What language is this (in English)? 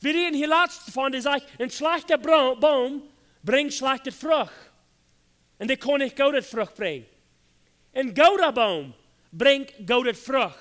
Plautdietsch